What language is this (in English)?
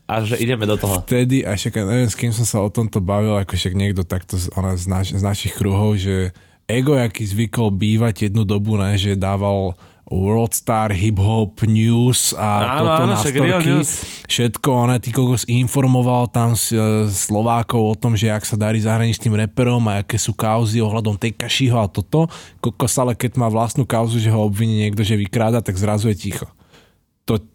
Slovak